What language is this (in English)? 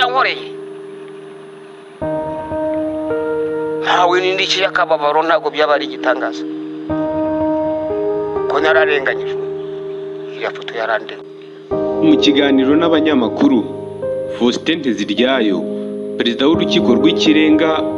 Kinyarwanda